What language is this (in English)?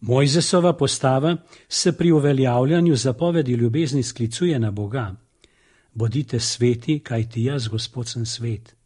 Slovenian